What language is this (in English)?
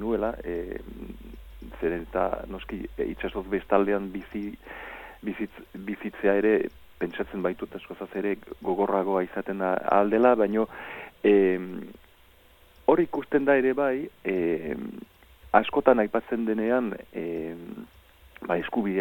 Basque